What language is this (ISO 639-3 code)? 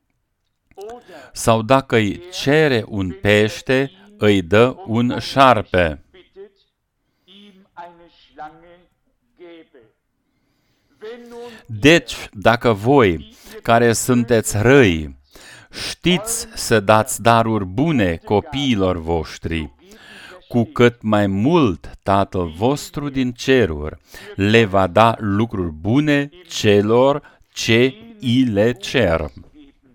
ron